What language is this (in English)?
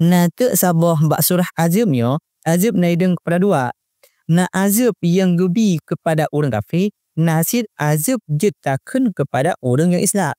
Achinese